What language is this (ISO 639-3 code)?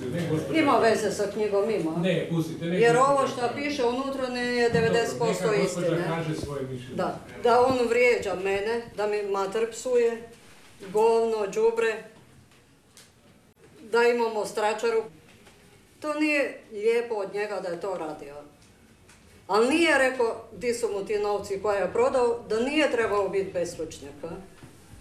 hrv